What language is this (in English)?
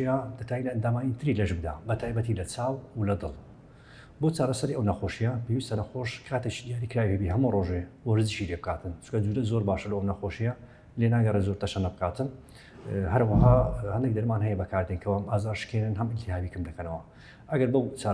Central Kurdish